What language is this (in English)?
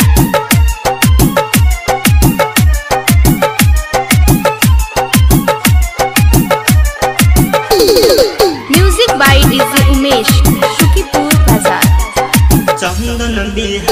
Bhojpuri